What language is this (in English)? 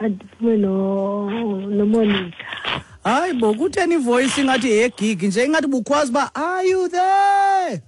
Xhosa